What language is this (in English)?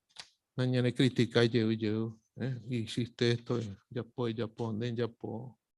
Guarani